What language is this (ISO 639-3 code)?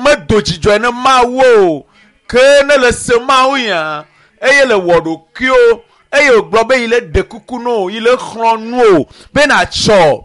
ewe